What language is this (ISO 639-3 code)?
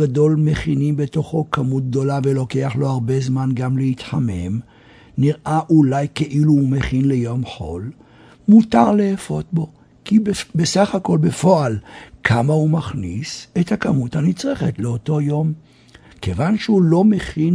heb